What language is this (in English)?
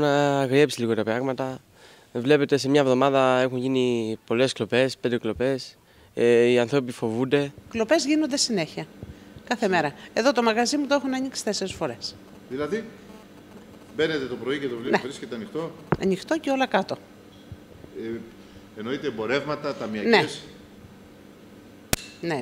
Greek